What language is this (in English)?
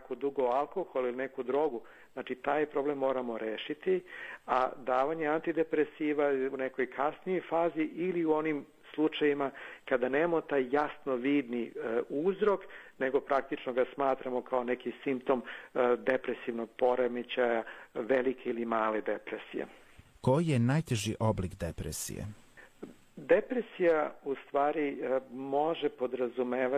Serbian